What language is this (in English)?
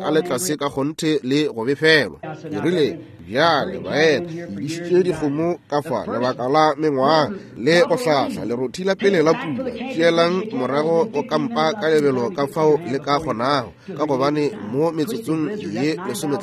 Northern Sotho